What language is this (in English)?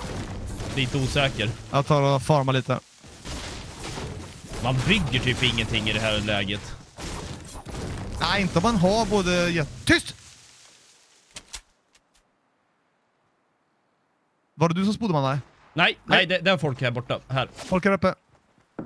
Swedish